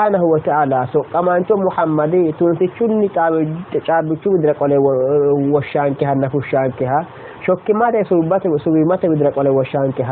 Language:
Sidamo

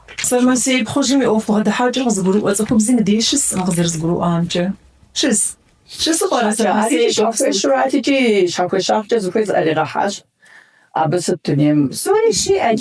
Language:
Kabardian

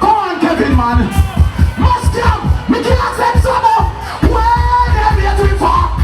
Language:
Jamaican Creole English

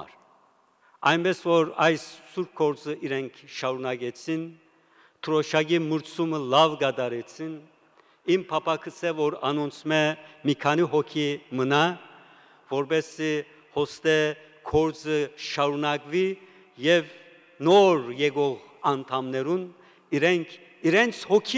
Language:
Western Armenian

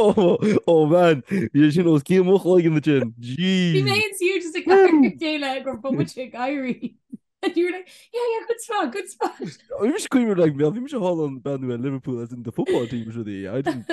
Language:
Irish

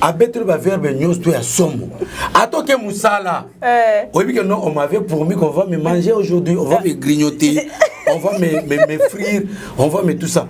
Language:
Lingala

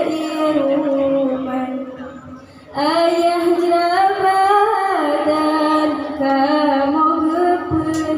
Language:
Achinese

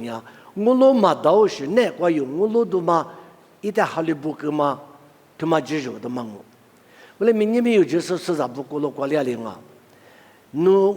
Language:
Lisu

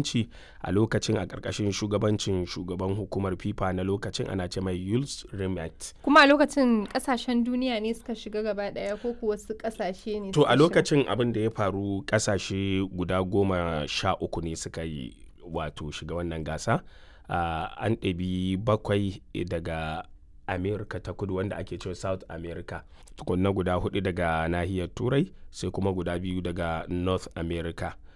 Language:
Hausa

